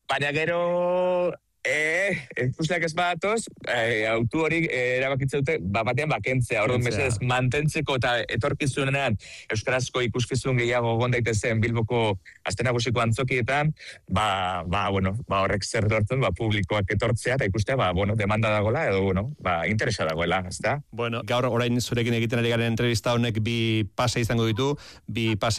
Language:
Basque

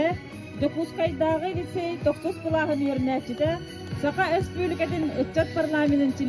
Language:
Yakut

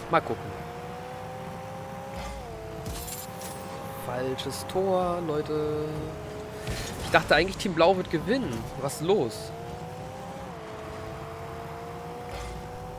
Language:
German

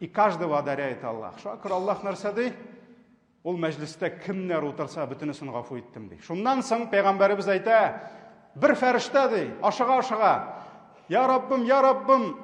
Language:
Tatar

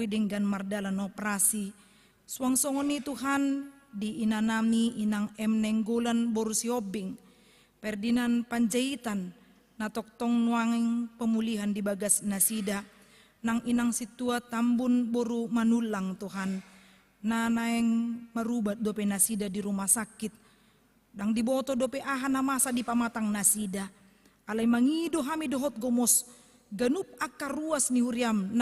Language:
Batak Toba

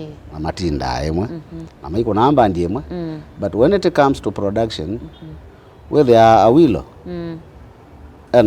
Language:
Kamba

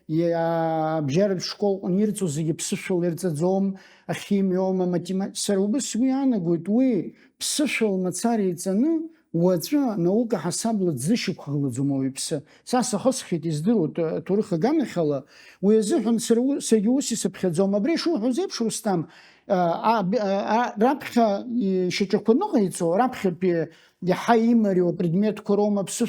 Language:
Abkhazian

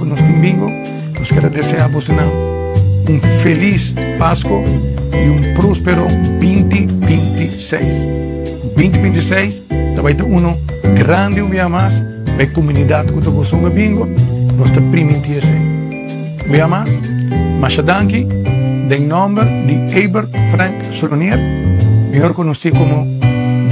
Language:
Papiamento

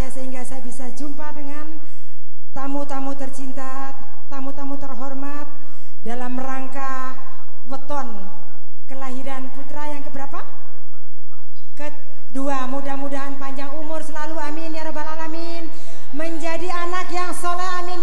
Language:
Indonesian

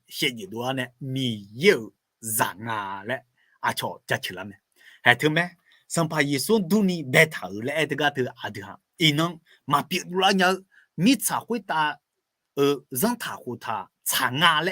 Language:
Akha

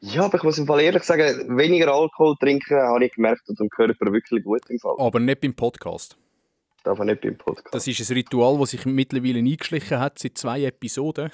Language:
Swiss German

